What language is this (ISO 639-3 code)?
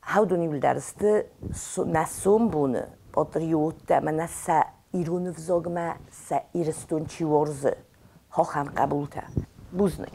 oss